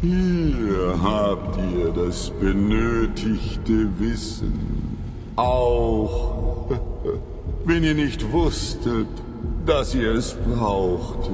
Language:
Bavarian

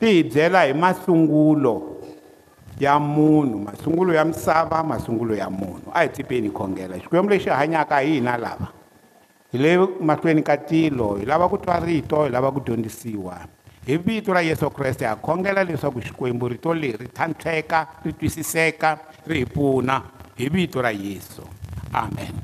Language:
Tsonga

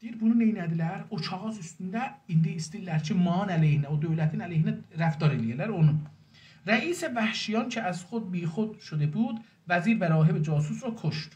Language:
South Azerbaijani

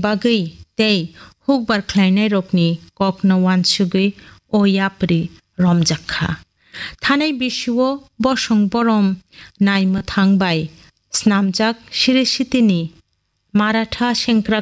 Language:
Kok Borok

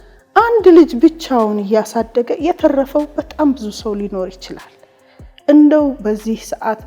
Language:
Amharic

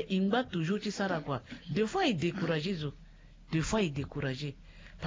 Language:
Sango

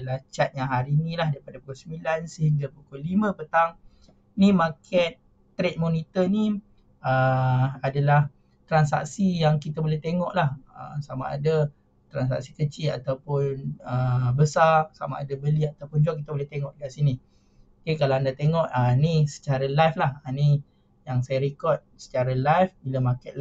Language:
Malay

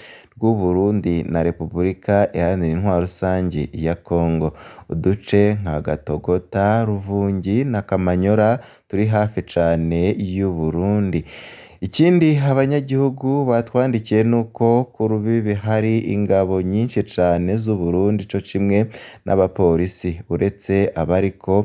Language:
Rundi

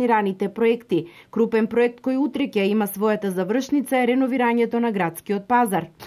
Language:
Macedonian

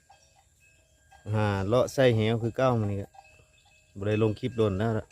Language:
Lao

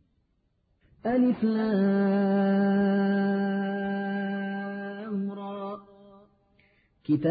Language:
Arabic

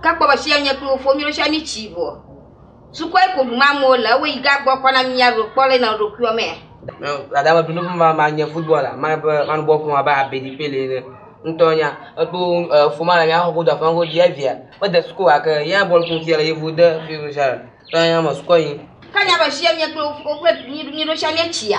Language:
Ewe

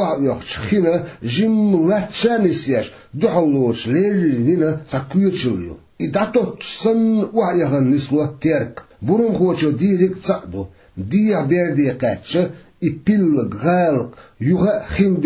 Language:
Chechen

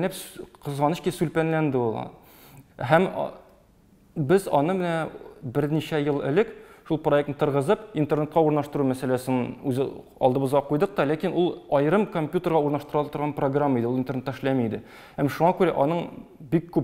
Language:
Tatar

